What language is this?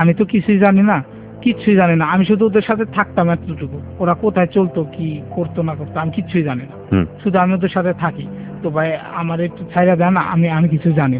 Bangla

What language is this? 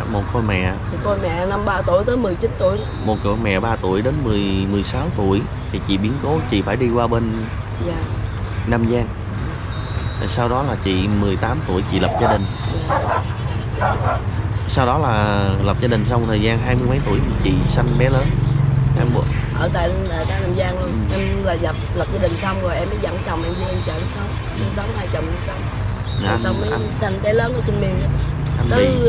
Vietnamese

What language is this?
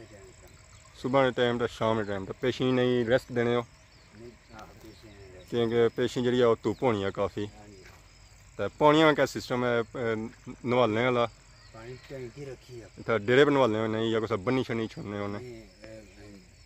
Pahari-Potwari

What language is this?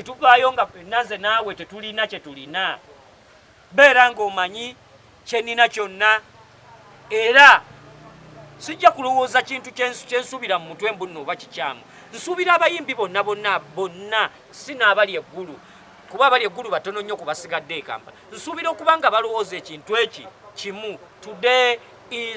Ganda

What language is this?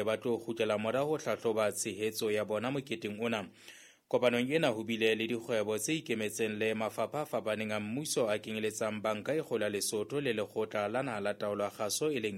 Southern Sotho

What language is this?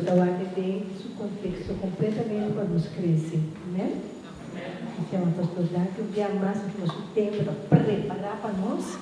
Papiamento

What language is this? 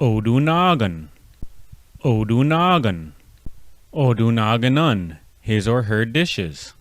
Chippewa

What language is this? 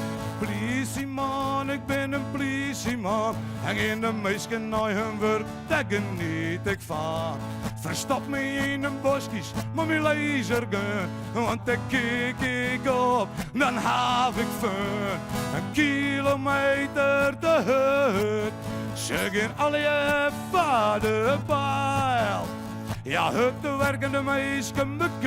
Western Frisian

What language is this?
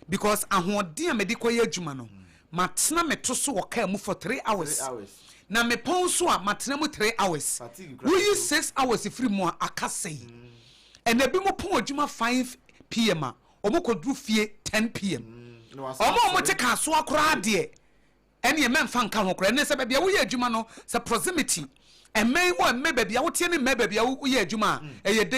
Akan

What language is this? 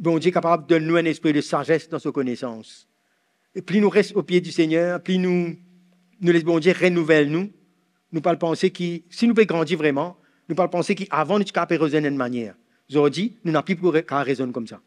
Morisyen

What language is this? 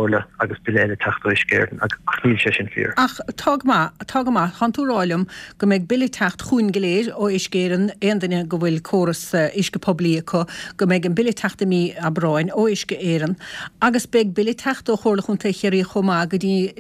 Irish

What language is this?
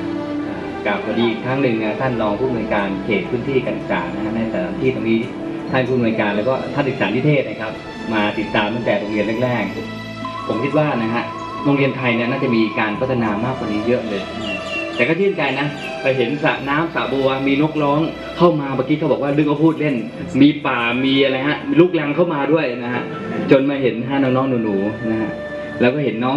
Thai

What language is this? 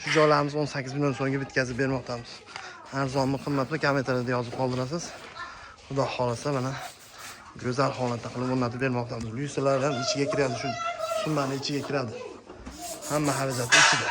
Uzbek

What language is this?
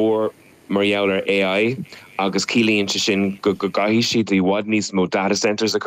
Irish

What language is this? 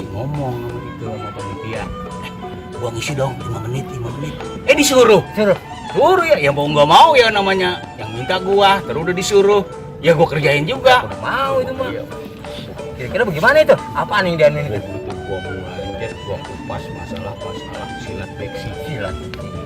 Betawi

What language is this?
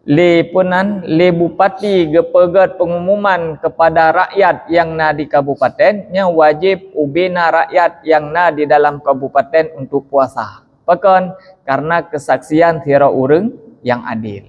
Achinese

